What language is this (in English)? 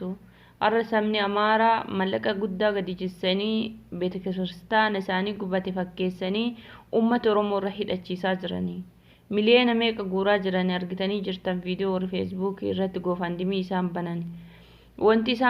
Oromo